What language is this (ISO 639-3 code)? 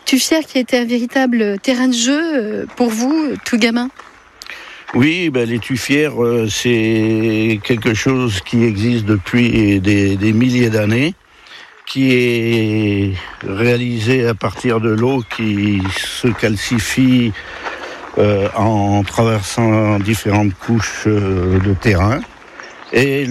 fra